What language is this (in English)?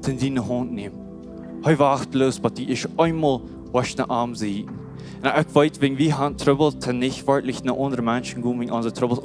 Plautdietsch